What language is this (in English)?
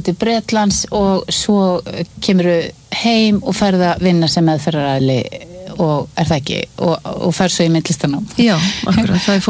Icelandic